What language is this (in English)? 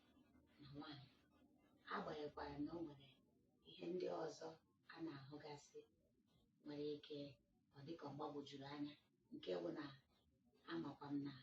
Igbo